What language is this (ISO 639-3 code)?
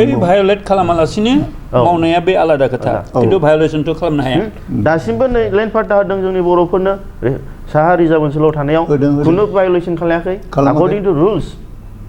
brx